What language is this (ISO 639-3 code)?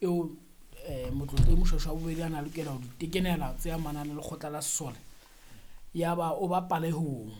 sot